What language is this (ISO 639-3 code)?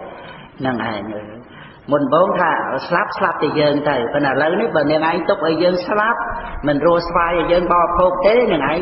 khm